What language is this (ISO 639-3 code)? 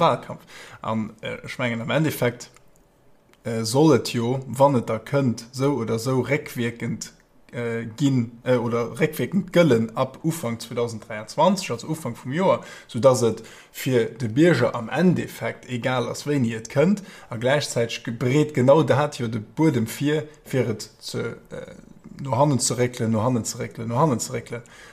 ltz